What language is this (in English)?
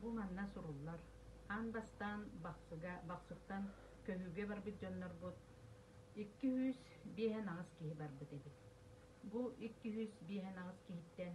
Yakut